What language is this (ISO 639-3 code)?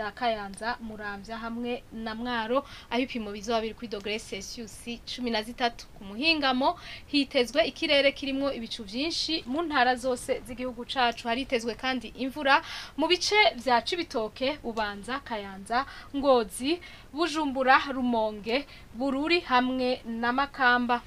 run